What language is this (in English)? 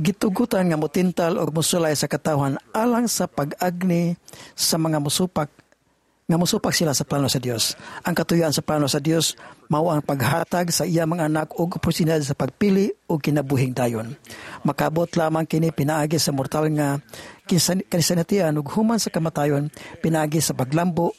Cebuano